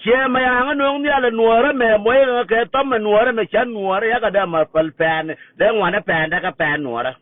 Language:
Nuer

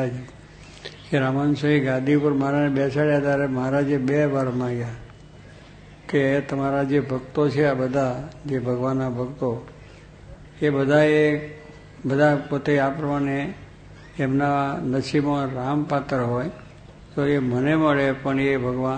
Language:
Gujarati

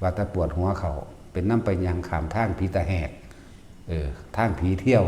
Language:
Northeastern Thai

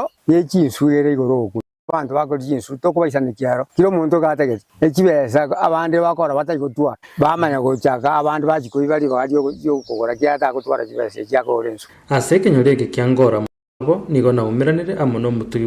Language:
Gusii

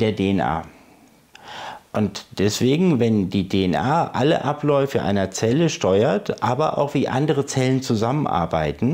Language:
German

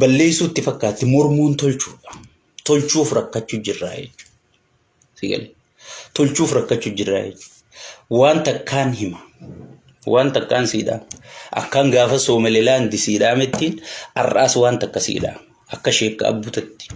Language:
Oromo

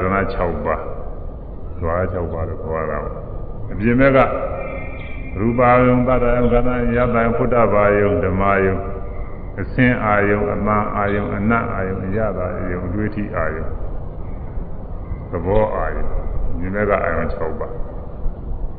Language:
Burmese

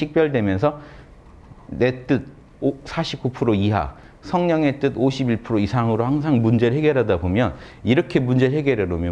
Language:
Korean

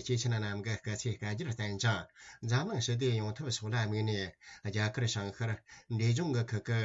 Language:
Tibetan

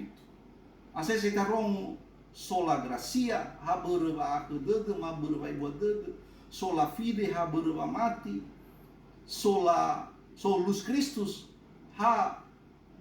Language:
Nias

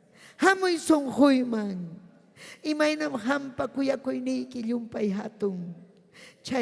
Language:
Ayacucho Quechua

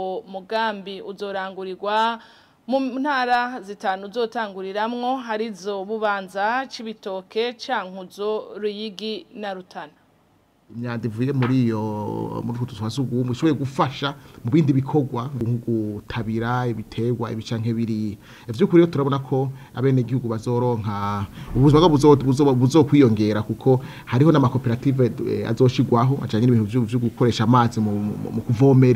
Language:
Rundi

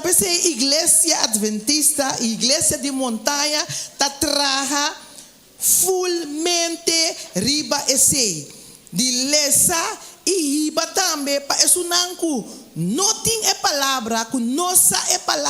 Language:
Papiamento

